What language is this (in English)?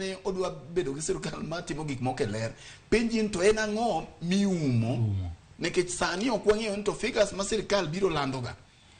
Luo (Kenya and Tanzania)